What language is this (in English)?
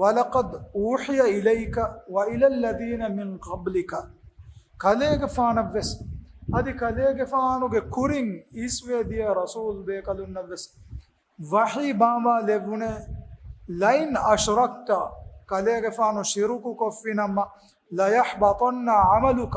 Divehi